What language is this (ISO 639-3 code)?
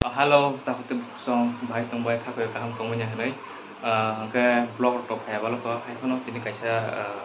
trp